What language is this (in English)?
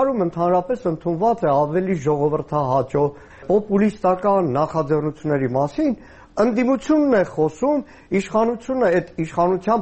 Armenian